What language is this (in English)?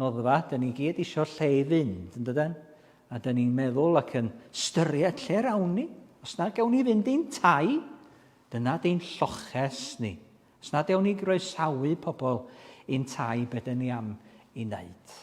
Welsh